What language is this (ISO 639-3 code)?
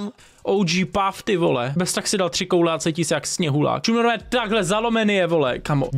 ces